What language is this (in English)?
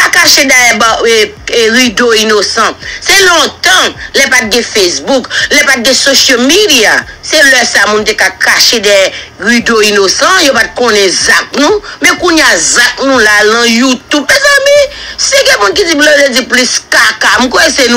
Haitian Creole